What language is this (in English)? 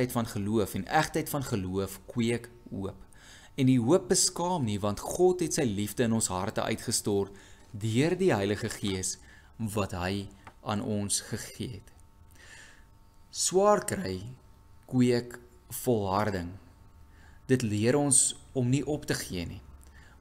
Afrikaans